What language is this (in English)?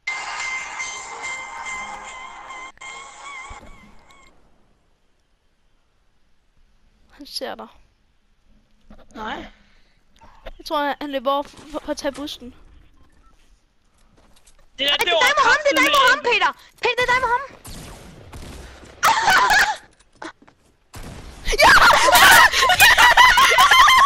Danish